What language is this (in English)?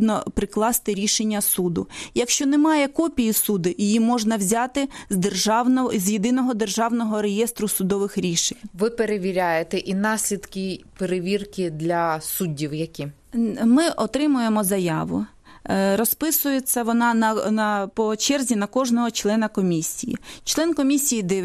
Ukrainian